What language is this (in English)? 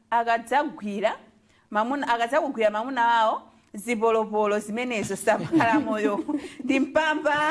Nyanja